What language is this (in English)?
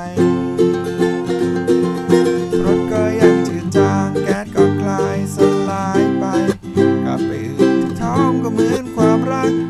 Thai